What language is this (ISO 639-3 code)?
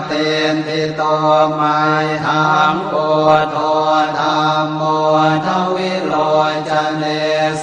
pli